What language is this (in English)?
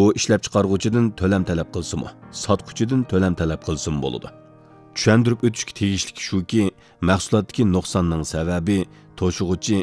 Uyghur